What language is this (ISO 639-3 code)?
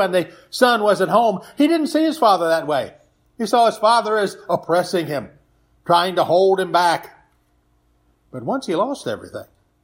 eng